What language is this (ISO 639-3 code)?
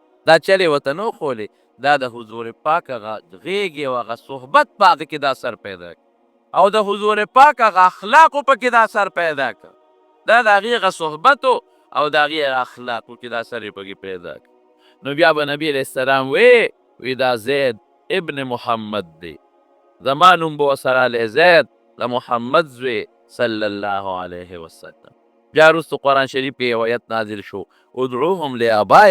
pus